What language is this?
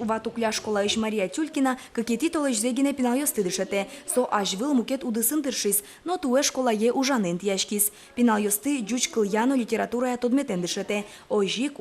Udmurt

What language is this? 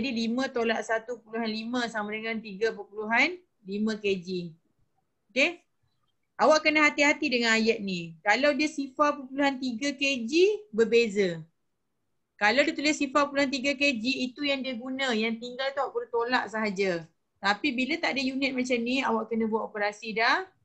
Malay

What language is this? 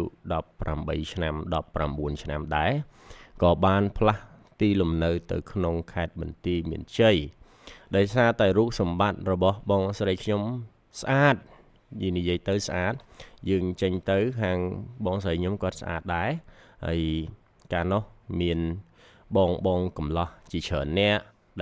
Khmer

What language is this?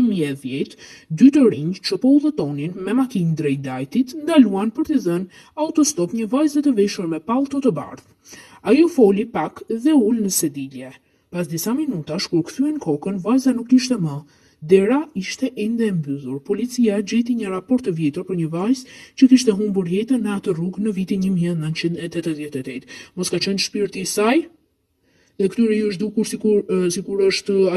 Albanian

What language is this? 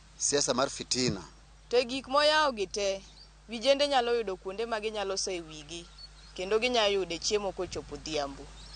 Luo (Kenya and Tanzania)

